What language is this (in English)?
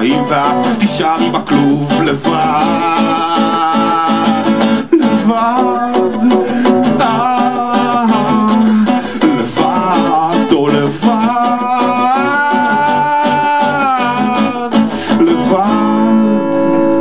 Hebrew